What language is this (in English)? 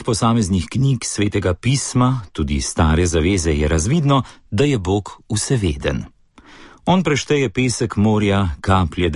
Slovenian